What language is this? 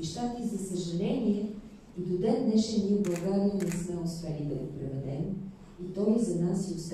Bulgarian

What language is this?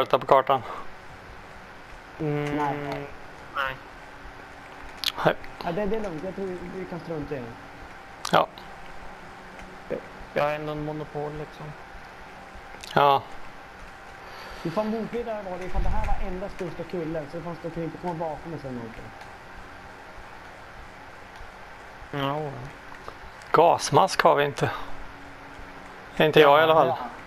Swedish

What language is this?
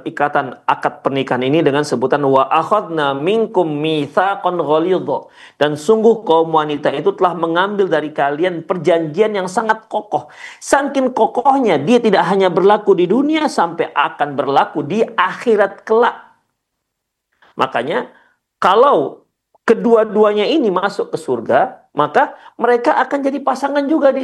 Indonesian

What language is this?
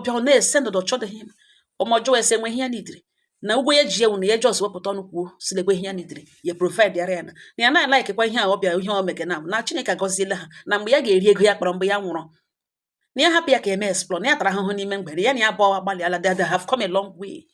Igbo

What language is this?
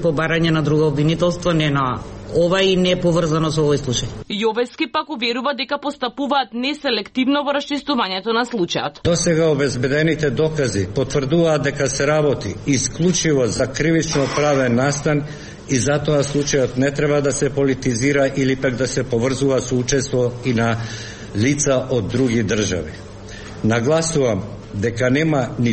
Macedonian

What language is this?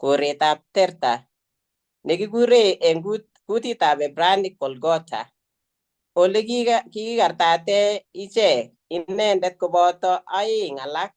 Kalenjin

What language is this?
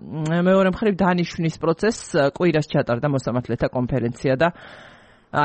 Georgian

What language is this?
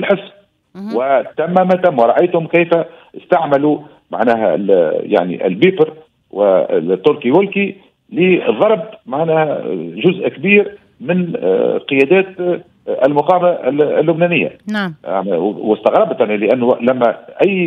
Tunisian Arabic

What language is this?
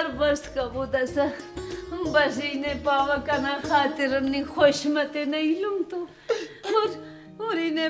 Brahui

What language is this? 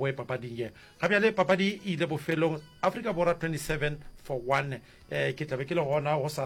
Northern Sotho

